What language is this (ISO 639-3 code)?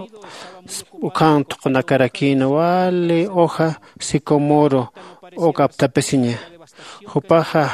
aym